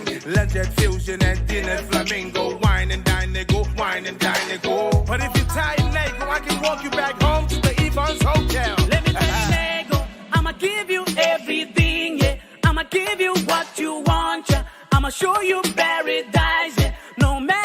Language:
Pohnpeian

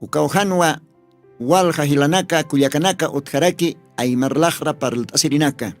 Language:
Aymara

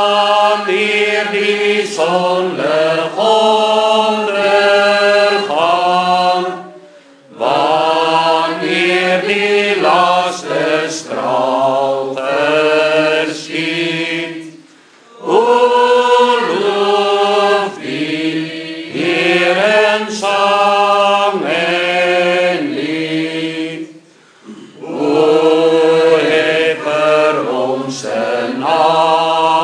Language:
Afrikaans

